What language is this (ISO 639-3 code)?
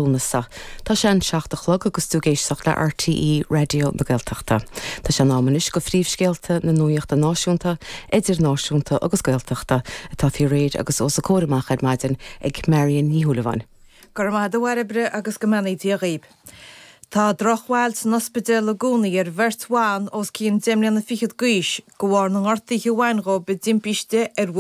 gle